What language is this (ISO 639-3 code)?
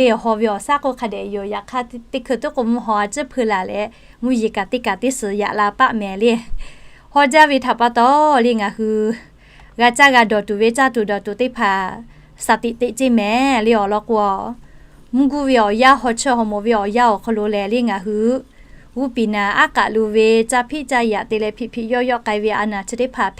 lhu